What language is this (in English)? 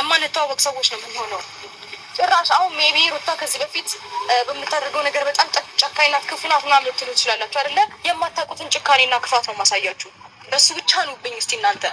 Amharic